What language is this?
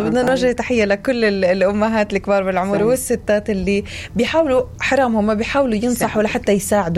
North Levantine Arabic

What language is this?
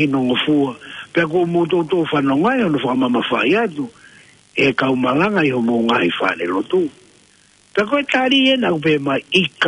Tongan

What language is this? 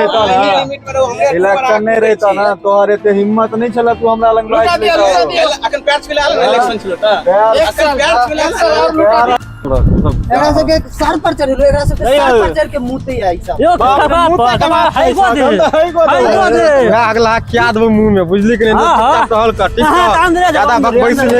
Maithili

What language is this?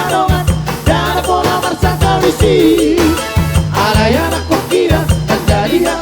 Batak Toba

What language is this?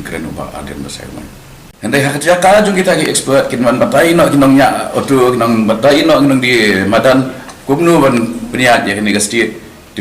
Khasi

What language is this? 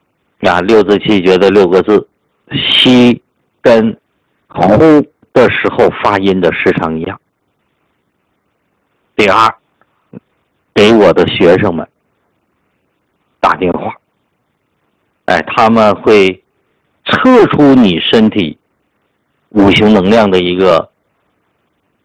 Chinese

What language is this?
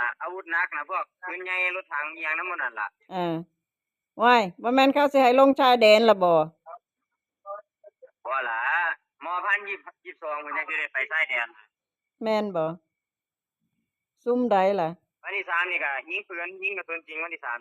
Northeastern Thai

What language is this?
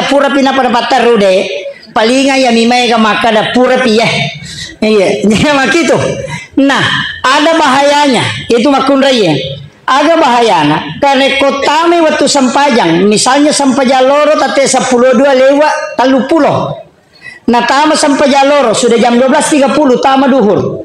Buginese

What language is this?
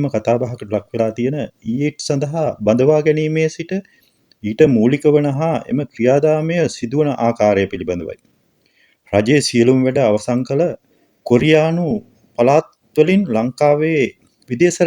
Sinhala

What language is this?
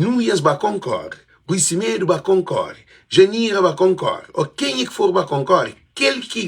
Kabuverdianu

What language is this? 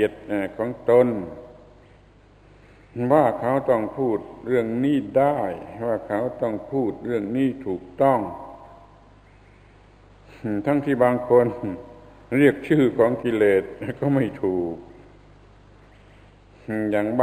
Thai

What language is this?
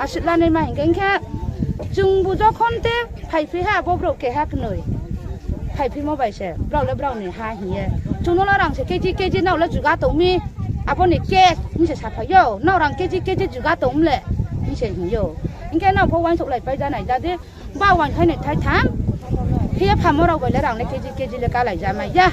Riang (India)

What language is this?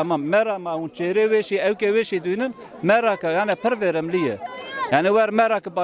Kurdish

